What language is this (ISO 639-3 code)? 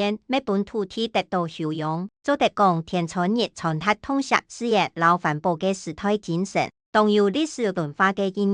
hak